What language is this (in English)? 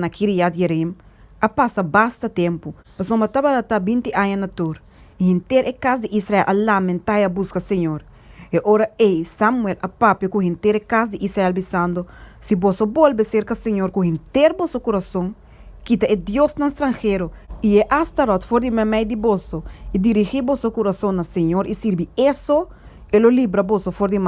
Papiamento